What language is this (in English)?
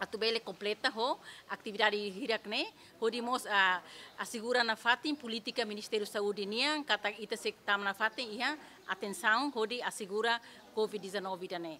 Tetum